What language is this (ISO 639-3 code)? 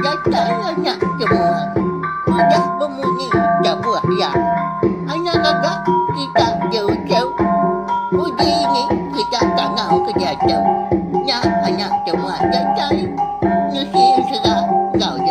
iba